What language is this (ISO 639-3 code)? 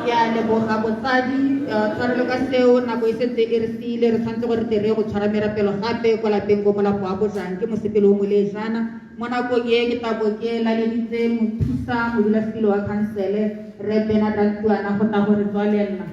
tsn